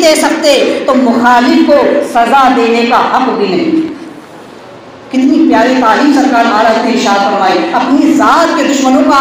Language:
Urdu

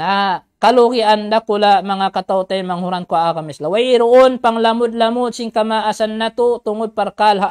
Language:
Tausug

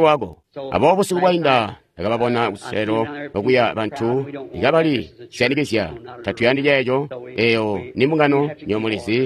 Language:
Tonga (Zambia)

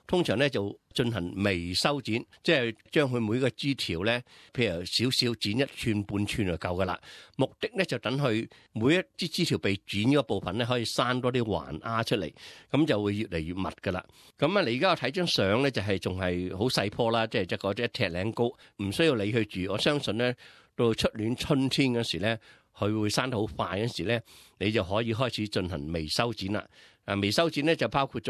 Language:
Cantonese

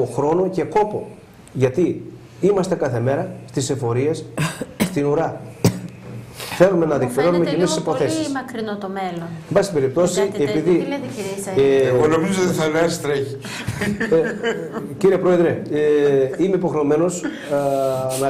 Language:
Greek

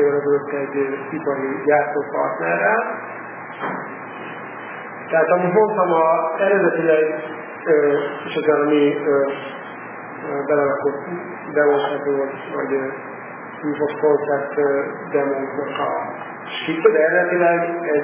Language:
Hungarian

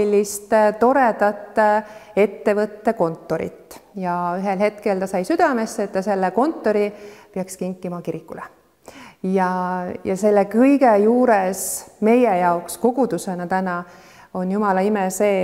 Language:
Estonian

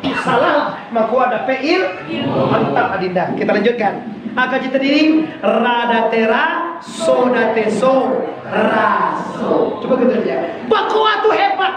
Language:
Minangkabau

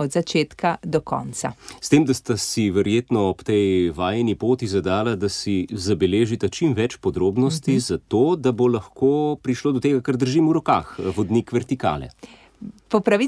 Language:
Slovenian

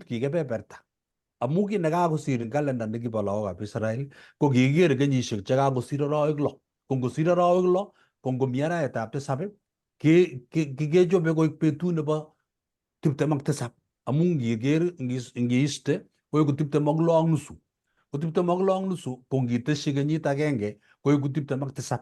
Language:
Kalenjin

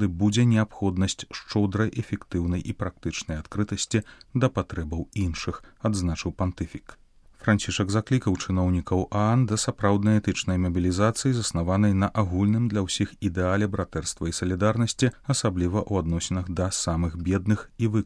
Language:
Belarusian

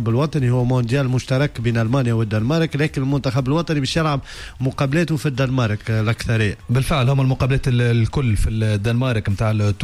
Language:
Tunisian Arabic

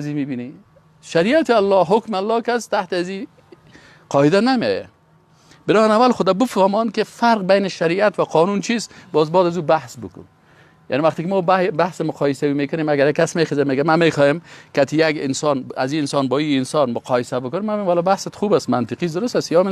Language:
Persian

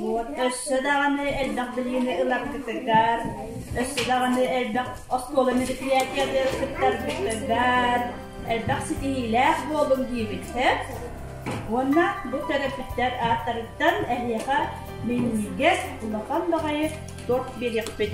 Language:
Yakut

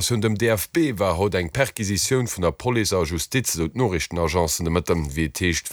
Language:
Luxembourgish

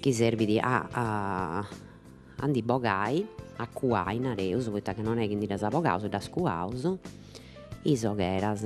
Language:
Sardinian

